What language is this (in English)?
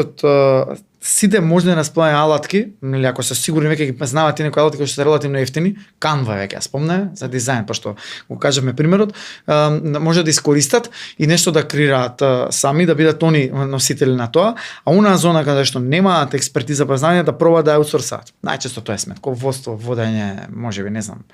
Macedonian